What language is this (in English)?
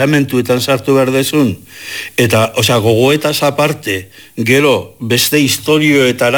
Basque